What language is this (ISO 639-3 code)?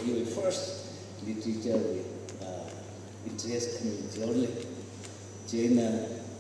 nmf